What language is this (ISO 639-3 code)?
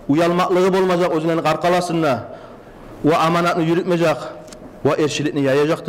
kum